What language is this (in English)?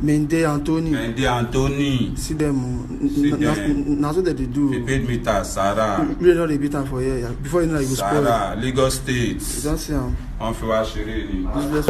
Nigerian Pidgin